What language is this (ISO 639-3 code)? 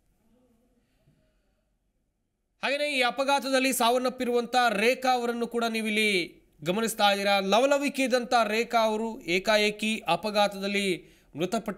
kan